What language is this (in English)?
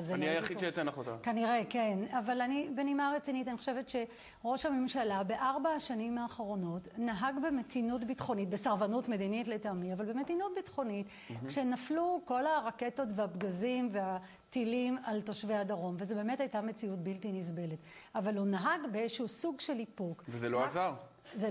Hebrew